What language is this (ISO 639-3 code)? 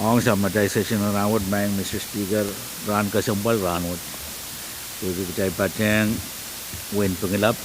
pon